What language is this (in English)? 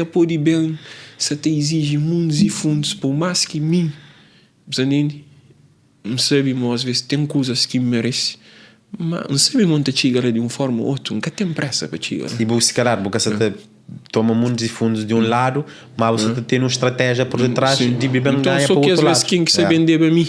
Kabuverdianu